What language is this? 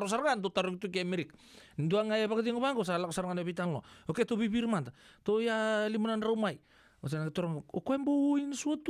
Fijian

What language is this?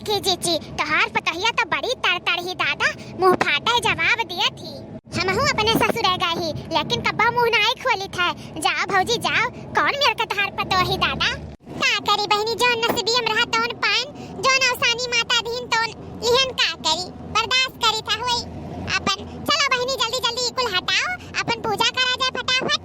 Awadhi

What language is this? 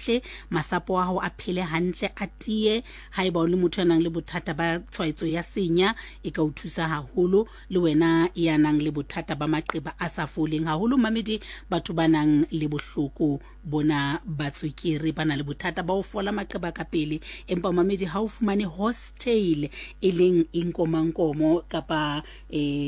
Southern Sotho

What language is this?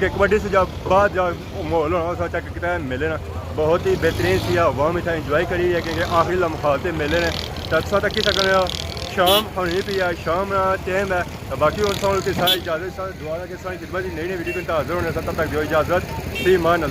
Pahari-Potwari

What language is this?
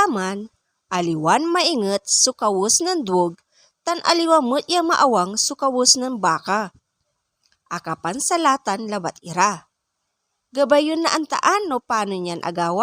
Pangasinan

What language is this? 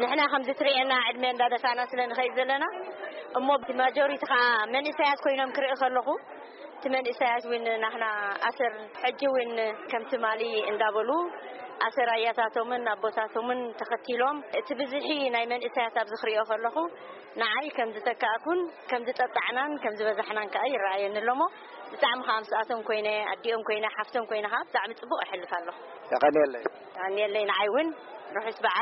Tigrinya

